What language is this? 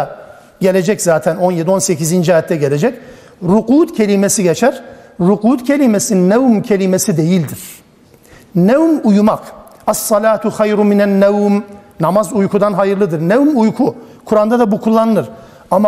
Turkish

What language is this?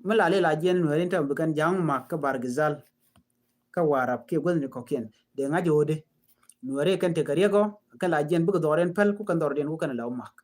Nuer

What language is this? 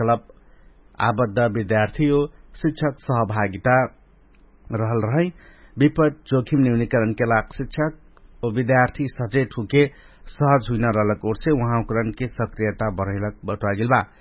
Dangaura Tharu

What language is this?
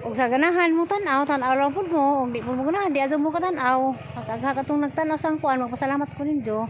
Cebuano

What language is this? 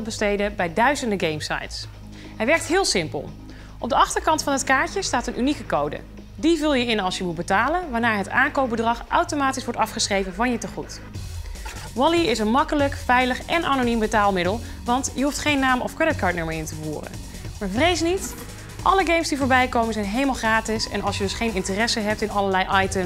Dutch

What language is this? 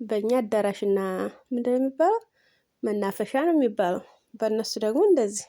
Amharic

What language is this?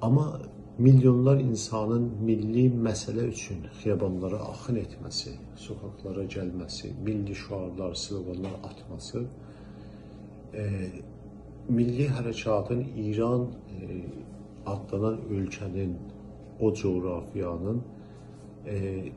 South Azerbaijani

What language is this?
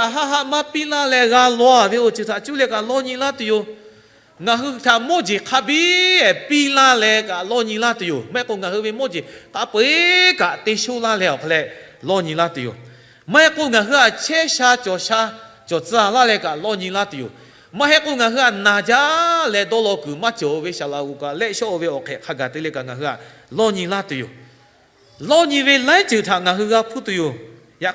Lahu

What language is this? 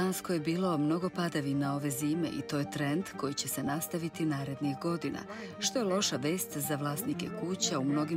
Serbian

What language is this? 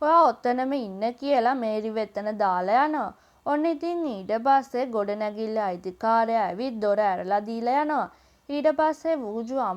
Sinhala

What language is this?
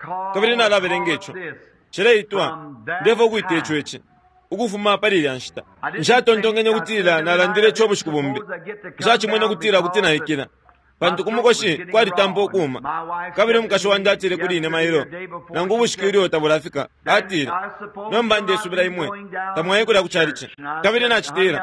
Bemba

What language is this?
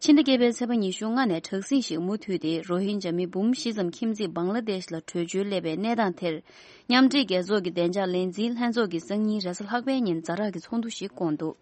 Tibetan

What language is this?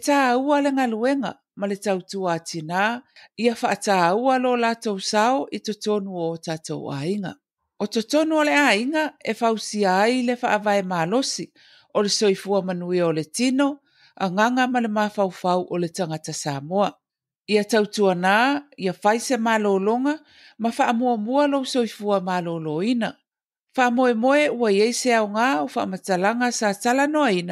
Samoan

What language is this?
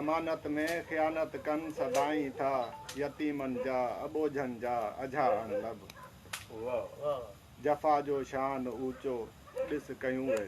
Sindhi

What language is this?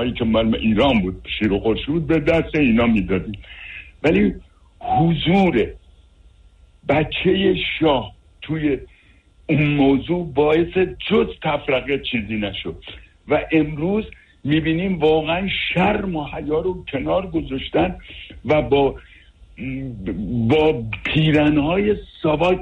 Persian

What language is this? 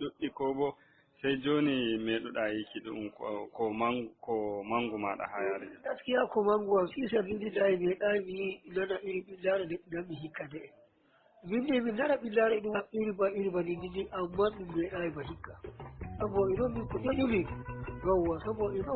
Nigerian Fulfulde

